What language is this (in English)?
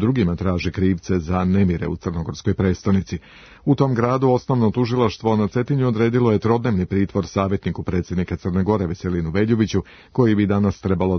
Serbian